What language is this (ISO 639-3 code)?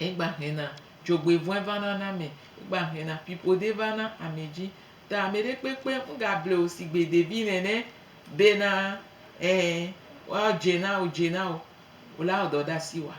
gej